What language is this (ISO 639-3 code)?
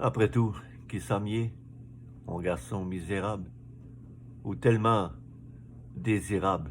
hat